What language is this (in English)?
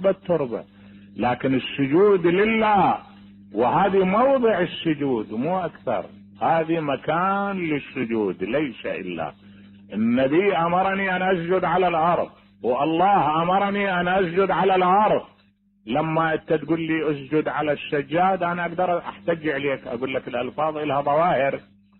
Mesopotamian Arabic